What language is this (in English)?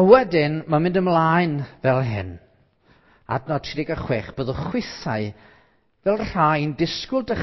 Welsh